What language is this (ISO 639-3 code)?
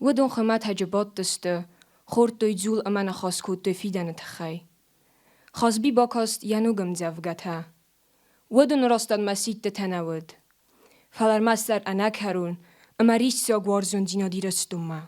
oss